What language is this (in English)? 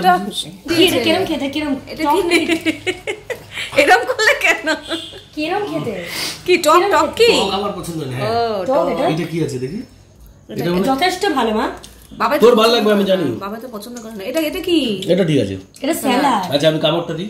Bangla